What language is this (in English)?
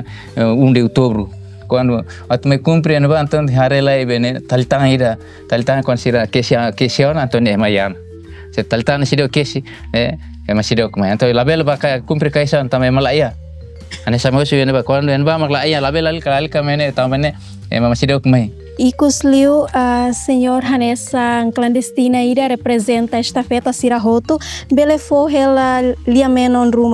Tetum